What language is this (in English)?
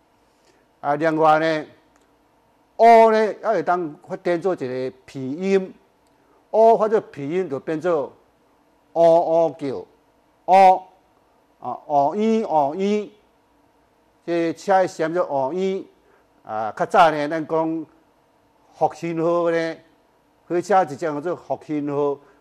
Min Nan Chinese